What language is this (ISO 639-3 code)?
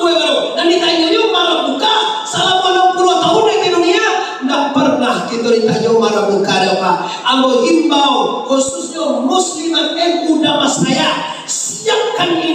min